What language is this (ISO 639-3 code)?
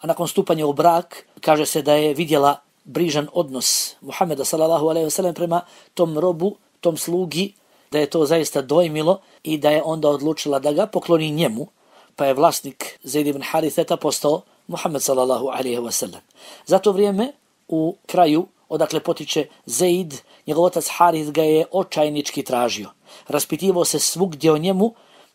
bos